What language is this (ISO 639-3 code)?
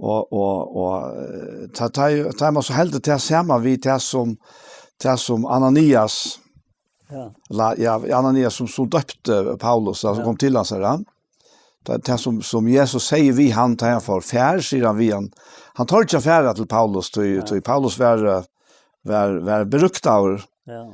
fao